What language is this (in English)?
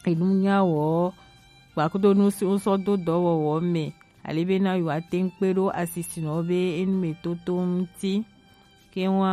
Gen